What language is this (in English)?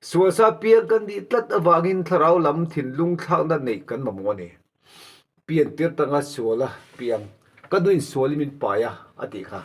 Mizo